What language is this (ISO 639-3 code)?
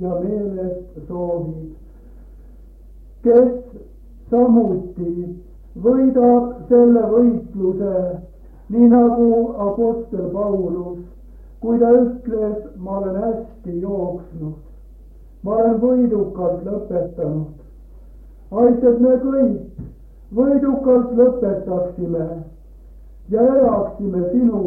est